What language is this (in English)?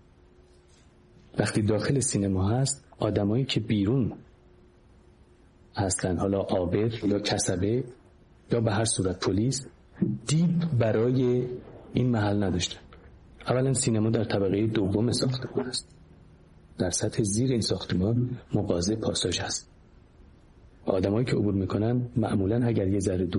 Persian